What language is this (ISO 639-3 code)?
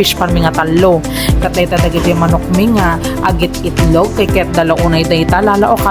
ilo